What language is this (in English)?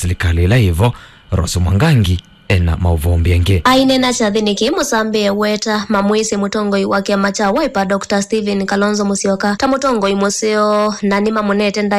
Kamba